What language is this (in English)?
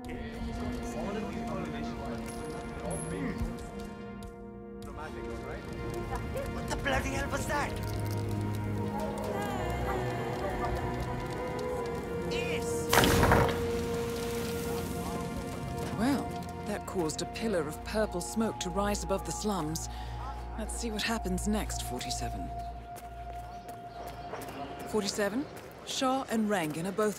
English